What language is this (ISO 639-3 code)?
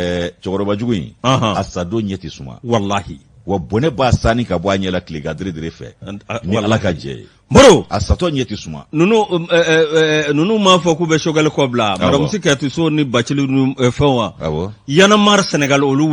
bam